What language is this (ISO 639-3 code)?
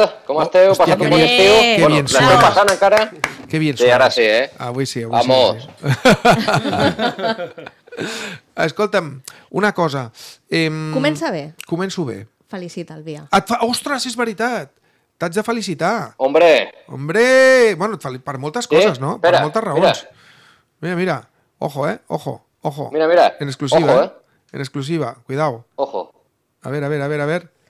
cat